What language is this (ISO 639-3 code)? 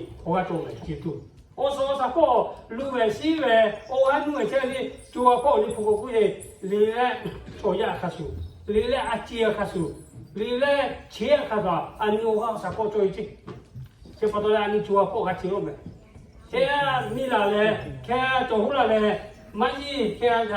lhu